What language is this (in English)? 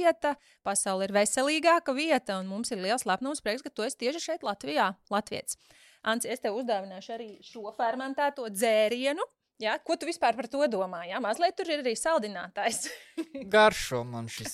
Latvian